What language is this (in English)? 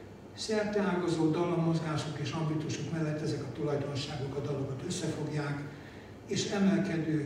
Hungarian